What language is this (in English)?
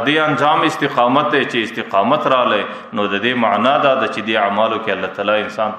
Pashto